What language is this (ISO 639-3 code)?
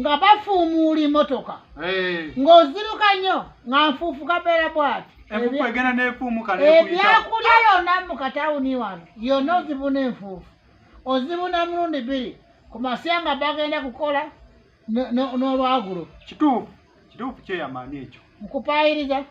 lug